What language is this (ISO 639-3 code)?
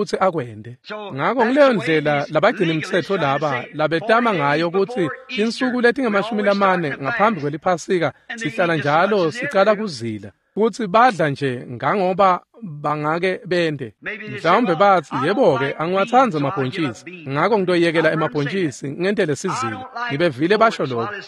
ssw